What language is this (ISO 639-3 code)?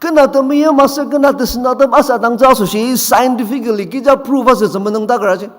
njo